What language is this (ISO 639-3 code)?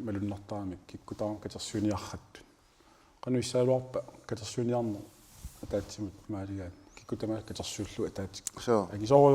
kal